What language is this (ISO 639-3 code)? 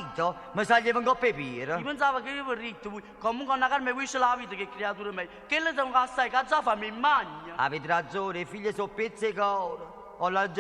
nap